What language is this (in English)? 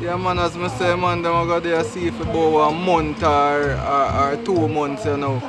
Jamaican Creole English